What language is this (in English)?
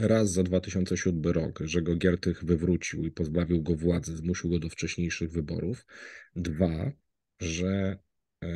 Polish